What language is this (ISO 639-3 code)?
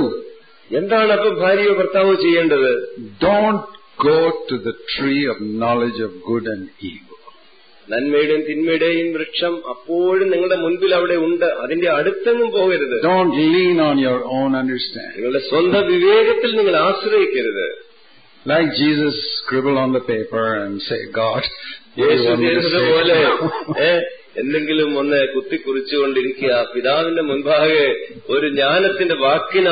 mal